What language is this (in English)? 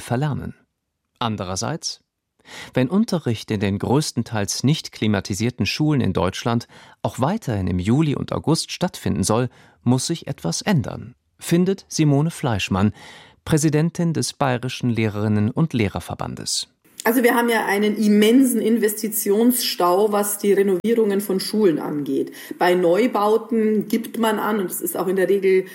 German